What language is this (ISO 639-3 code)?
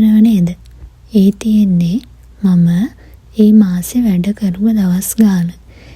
sin